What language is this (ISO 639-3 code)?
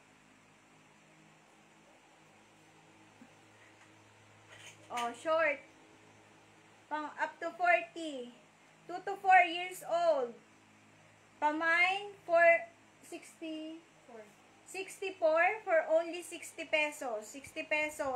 fil